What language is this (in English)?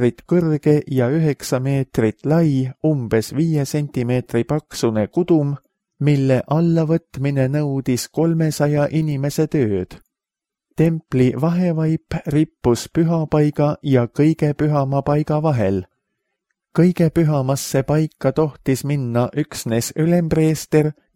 Estonian